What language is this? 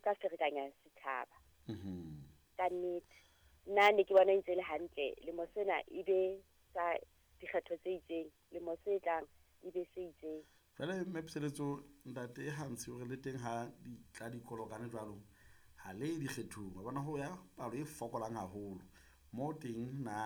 Southern Sotho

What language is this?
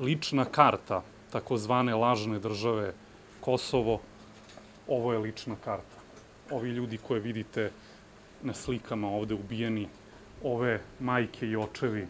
Serbian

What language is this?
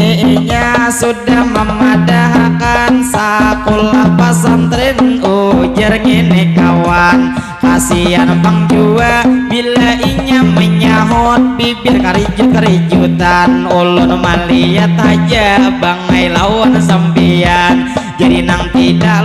Banjar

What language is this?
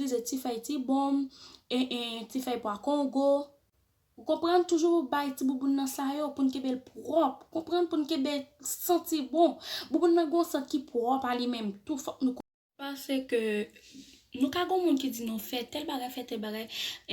Haitian Creole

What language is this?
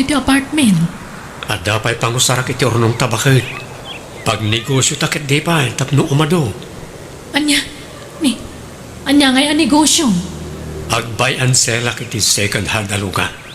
Iloko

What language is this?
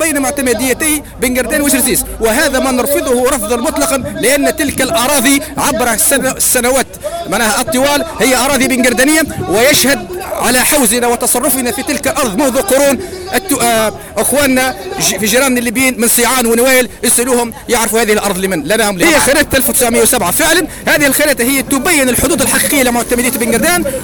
Tunisian Arabic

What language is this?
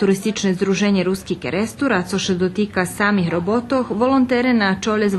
Rusyn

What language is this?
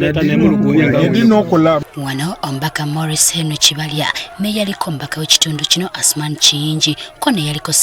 Ganda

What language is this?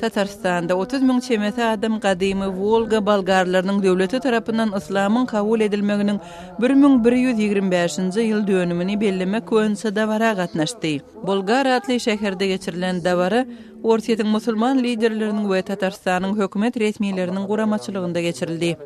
Turkmen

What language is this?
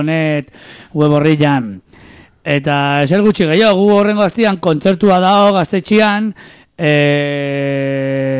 Basque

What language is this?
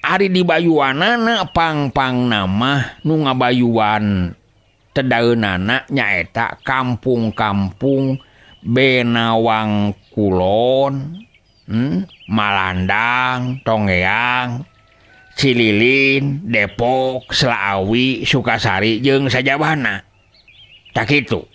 Sundanese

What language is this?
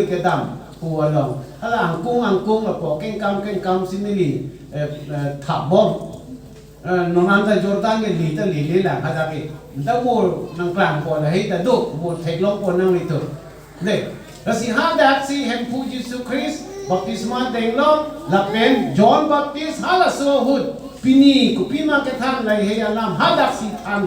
Karbi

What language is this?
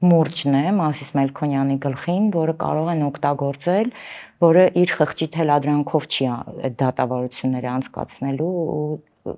Armenian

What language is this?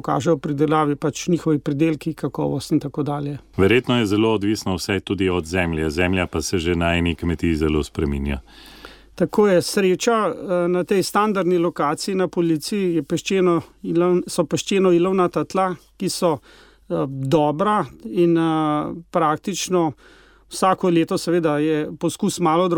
Slovenian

